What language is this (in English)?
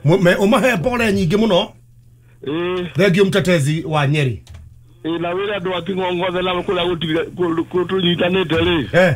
Kikuyu